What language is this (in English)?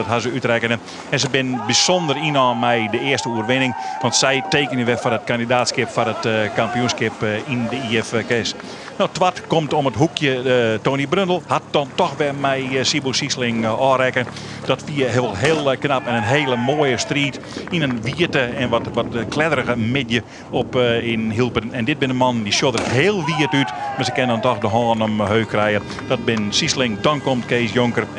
Western Frisian